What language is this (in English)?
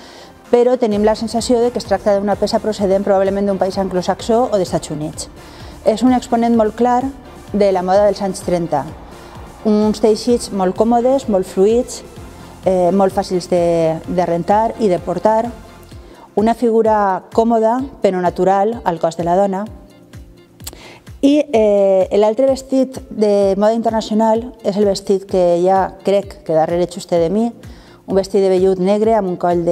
Catalan